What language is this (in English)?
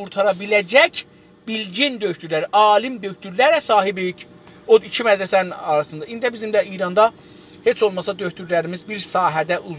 South Azerbaijani